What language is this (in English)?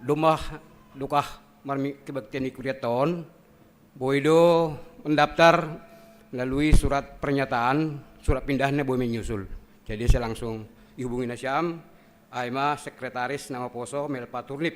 Batak Simalungun